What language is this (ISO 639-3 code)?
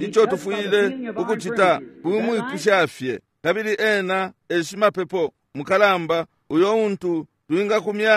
bem